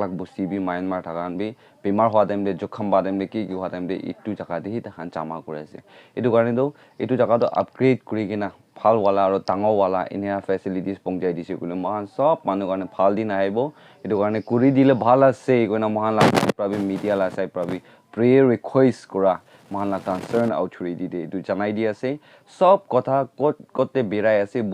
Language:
Naga Pidgin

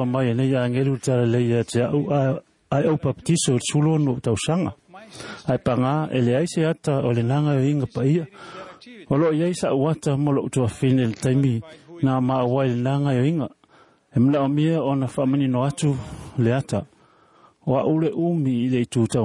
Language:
Samoan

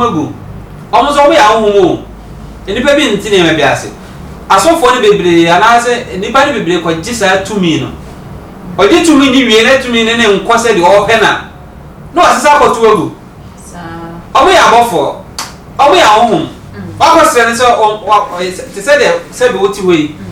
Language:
Akan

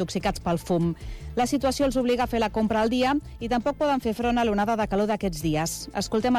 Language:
Catalan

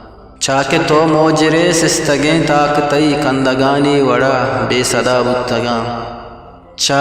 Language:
Eastern Balochi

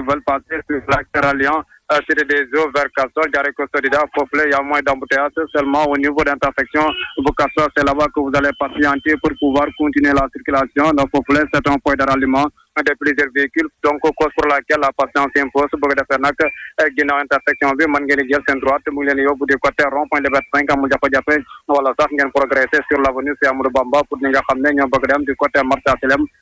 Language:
Wolof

